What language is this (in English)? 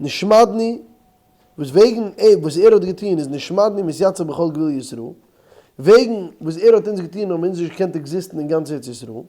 Yiddish